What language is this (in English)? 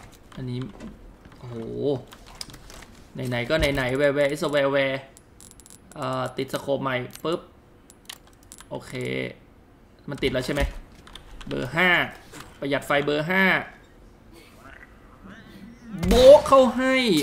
Thai